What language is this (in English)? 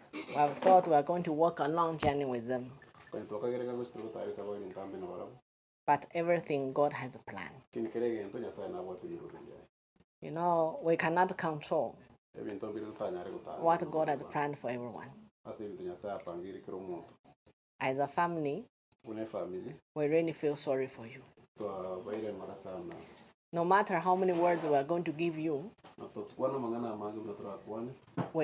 Gusii